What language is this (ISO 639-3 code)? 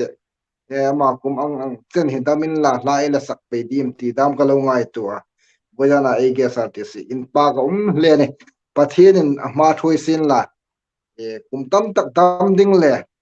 hmr